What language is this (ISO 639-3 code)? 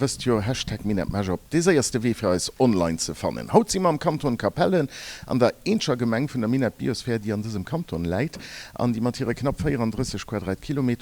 ltz